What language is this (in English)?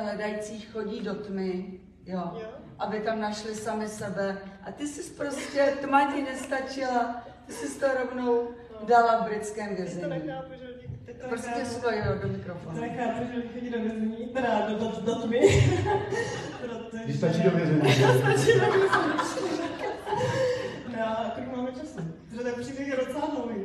Czech